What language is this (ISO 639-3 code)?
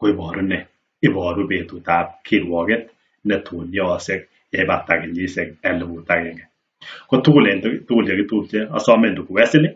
kln